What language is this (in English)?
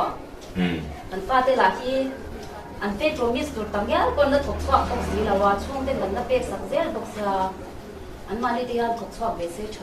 Mizo